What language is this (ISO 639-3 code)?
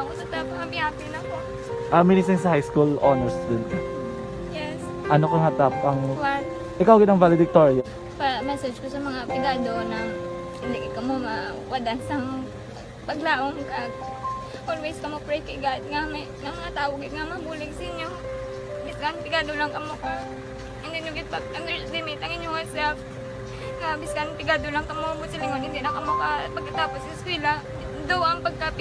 hil